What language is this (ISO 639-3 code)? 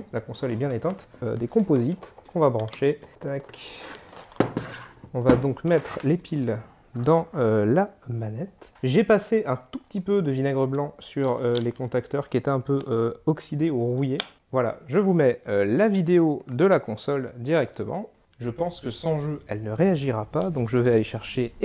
fra